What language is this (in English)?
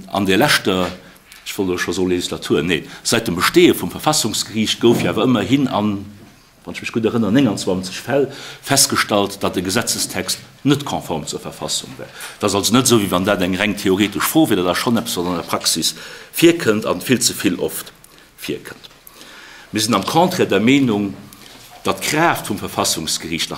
Luxembourgish